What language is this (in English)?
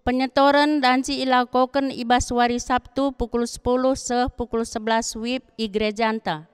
Batak Karo